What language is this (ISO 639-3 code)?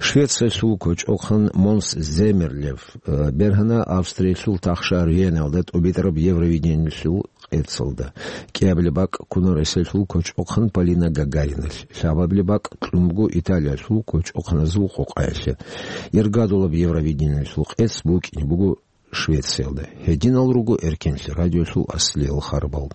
ava